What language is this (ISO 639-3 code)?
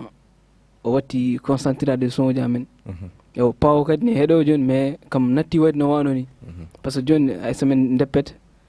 ful